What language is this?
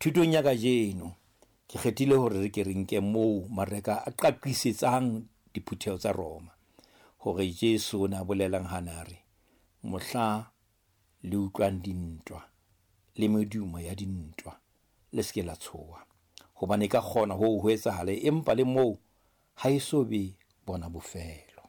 Southern Sotho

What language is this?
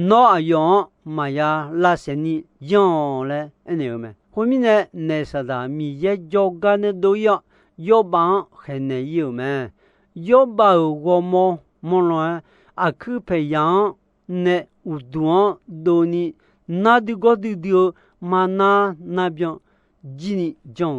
Akha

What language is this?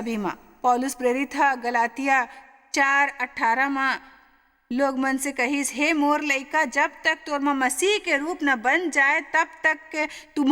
Chhattisgarhi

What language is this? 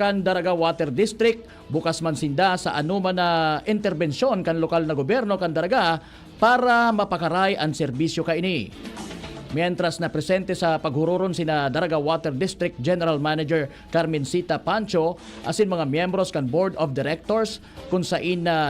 Bikol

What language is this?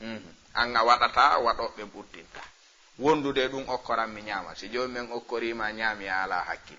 Fula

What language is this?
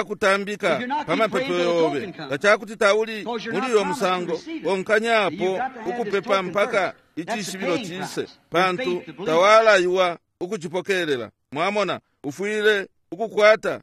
Bemba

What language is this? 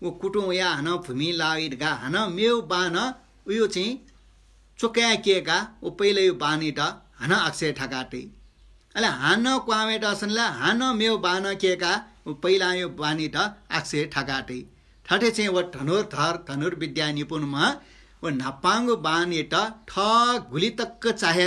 Newari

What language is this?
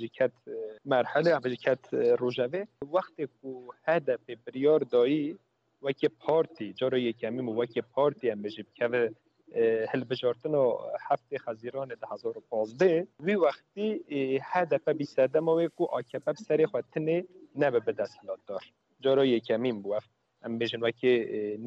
Kurdish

